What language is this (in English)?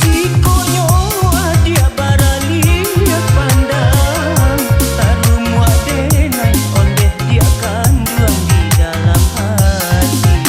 Minangkabau